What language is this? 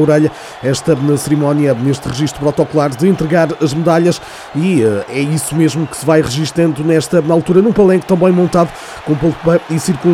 Portuguese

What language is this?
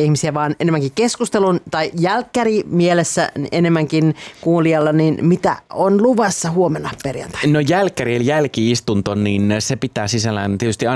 Finnish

